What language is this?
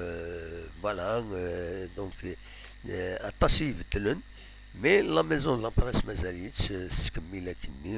Kabyle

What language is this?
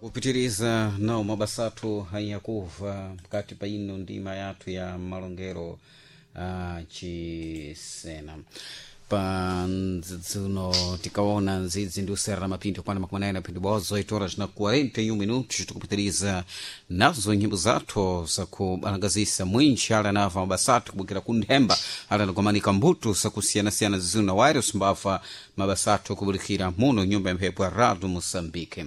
Sena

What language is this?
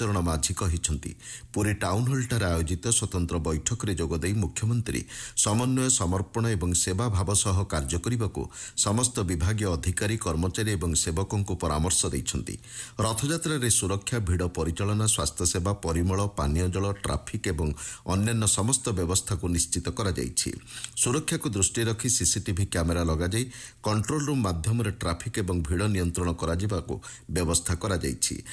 Odia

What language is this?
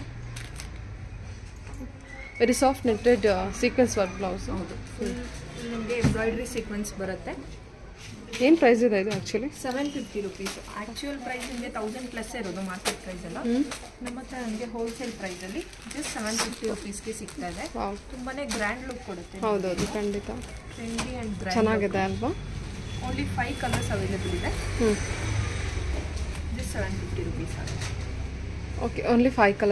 Kannada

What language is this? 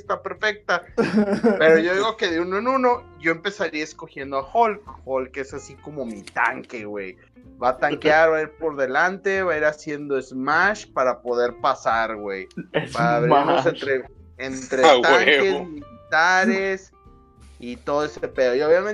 Spanish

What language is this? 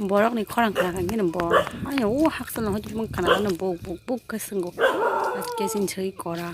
Kok Borok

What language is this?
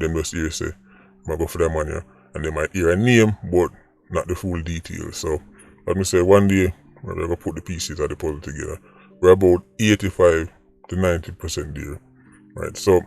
Jamaican Creole English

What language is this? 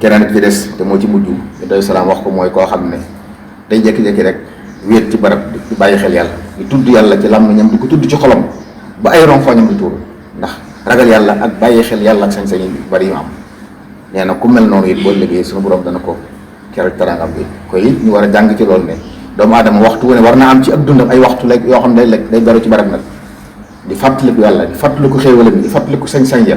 Wolof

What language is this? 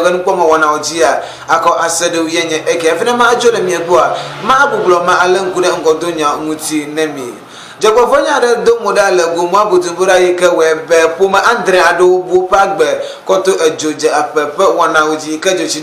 Ewe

